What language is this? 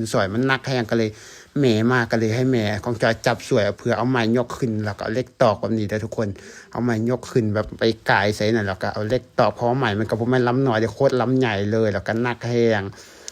Lao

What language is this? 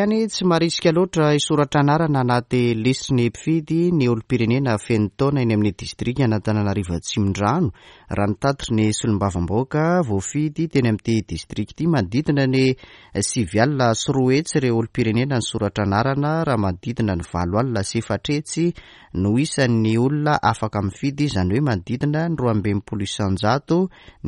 Malagasy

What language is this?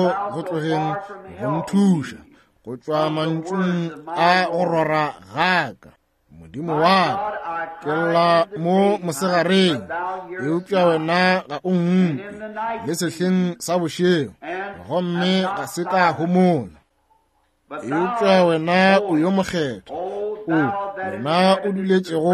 Northern Sotho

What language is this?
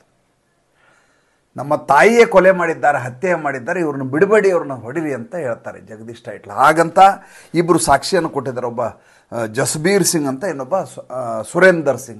Kannada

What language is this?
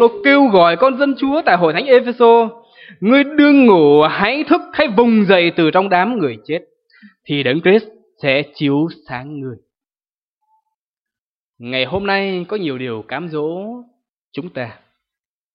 Vietnamese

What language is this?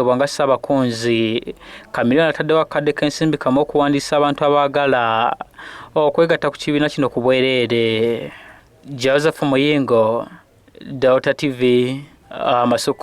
Ganda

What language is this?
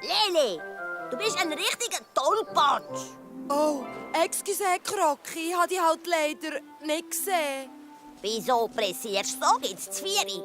Swiss German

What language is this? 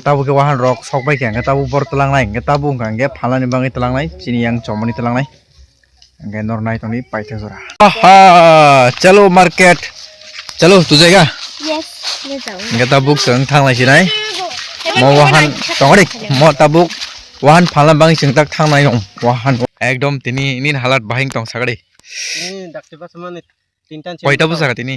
Kok Borok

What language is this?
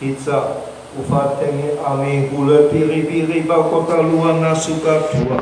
Nias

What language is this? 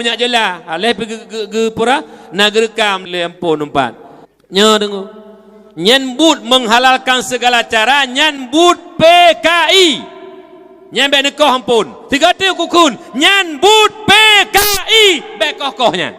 Achinese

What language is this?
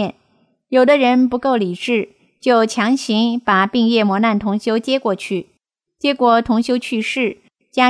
Chinese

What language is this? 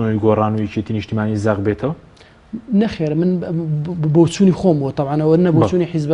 Central Kurdish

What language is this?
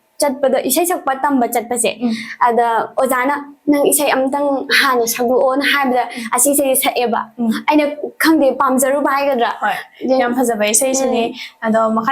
Manipuri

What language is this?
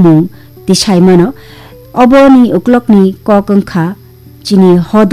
Kok Borok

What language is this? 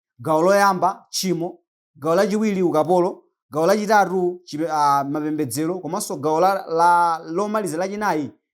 Nyanja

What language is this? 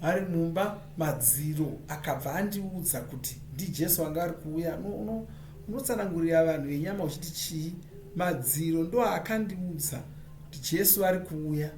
Shona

